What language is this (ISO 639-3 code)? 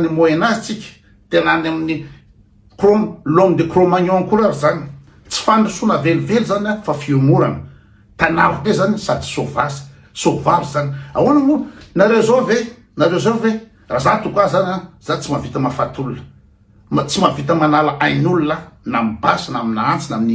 mlg